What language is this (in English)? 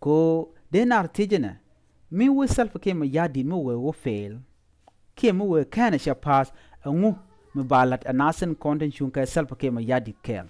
Nuer